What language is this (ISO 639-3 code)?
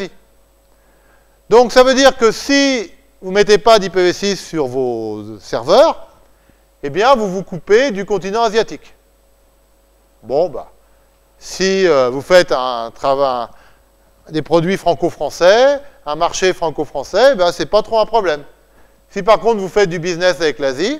fra